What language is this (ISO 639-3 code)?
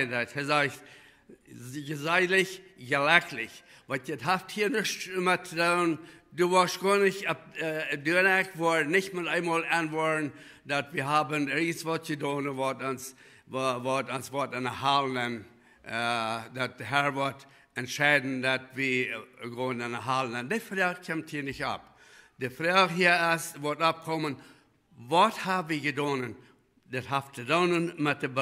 pdt